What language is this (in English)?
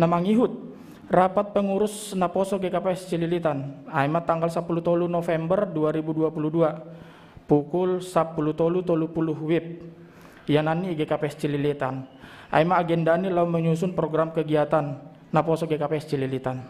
Batak Simalungun